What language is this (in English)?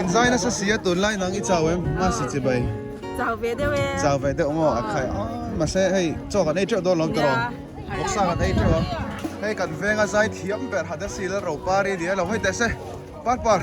Mizo